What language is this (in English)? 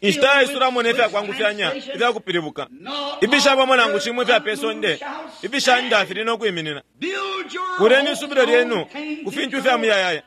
Bemba